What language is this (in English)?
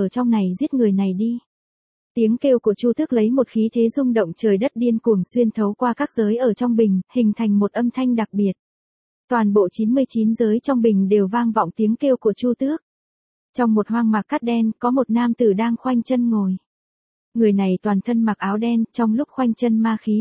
Vietnamese